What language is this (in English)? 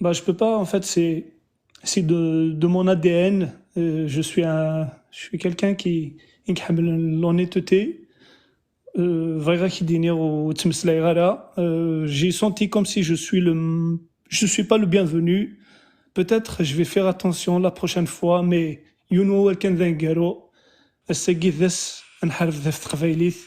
Kabyle